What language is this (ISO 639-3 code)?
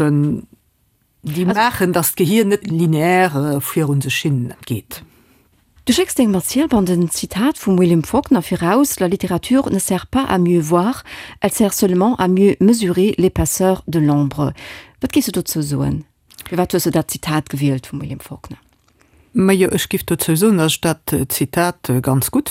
ltz